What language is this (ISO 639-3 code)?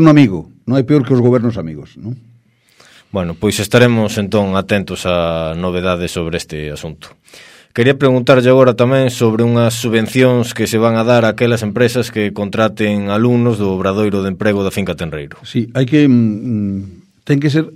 glg